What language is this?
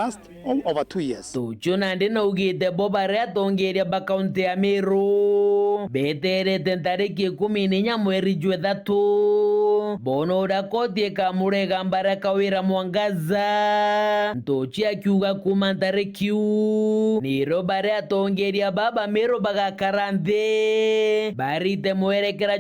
Meru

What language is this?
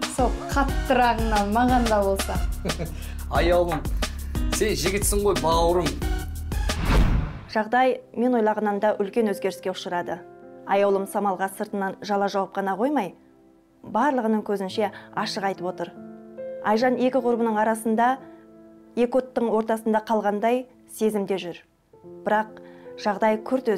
Kazakh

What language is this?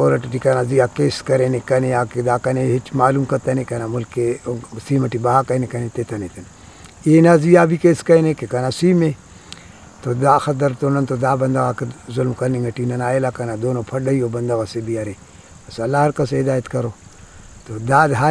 Brahui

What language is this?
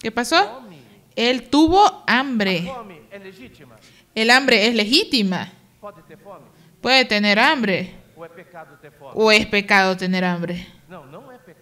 Spanish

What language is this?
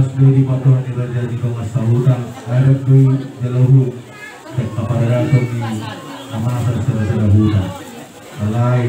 Batak Toba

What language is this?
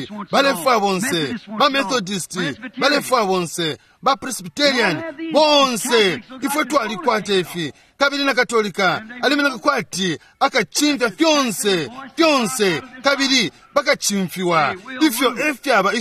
Bemba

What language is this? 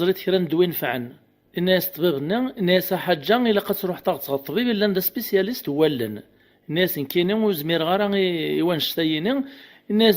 Kabyle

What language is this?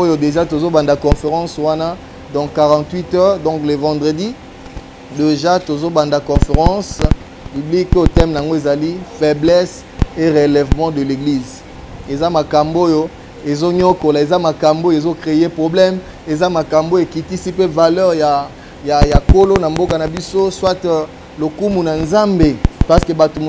Lingala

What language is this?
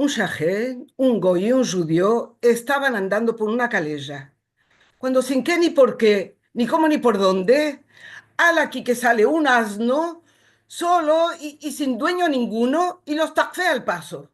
Ladino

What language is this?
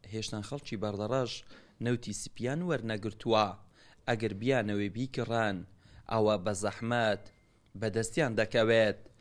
Central Kurdish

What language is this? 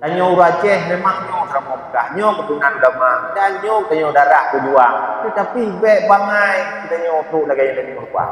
Achinese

